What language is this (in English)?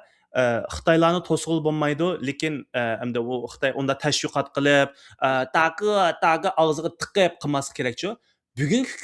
Uyghur